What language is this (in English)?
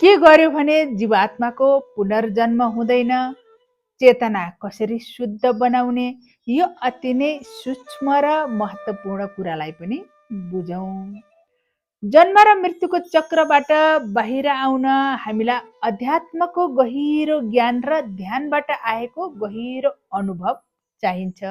Nepali